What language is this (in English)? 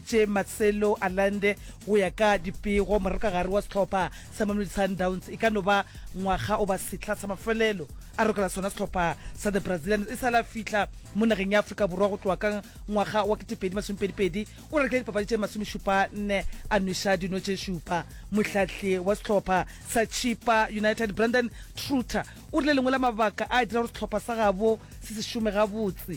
Northern Sotho